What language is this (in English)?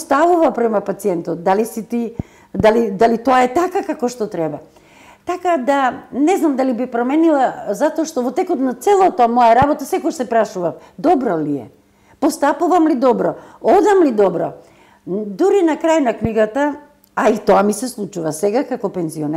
Macedonian